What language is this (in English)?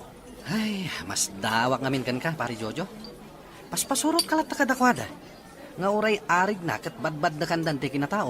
Iloko